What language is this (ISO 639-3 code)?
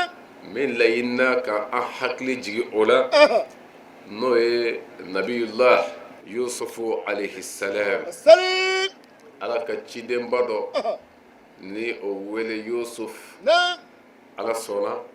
bam